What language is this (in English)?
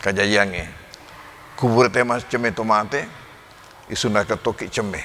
Buginese